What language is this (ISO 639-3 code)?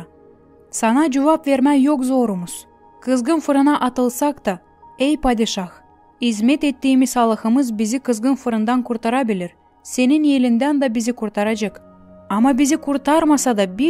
gag